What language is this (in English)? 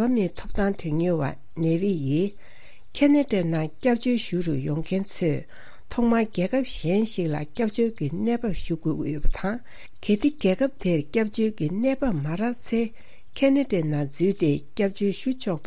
Tibetan